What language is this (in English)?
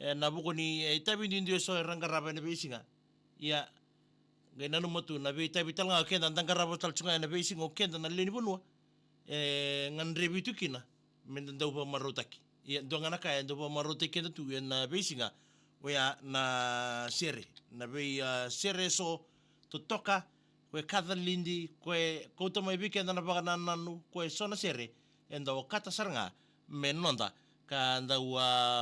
Fijian